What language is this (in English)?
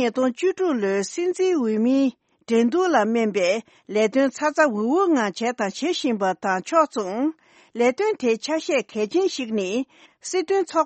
Tibetan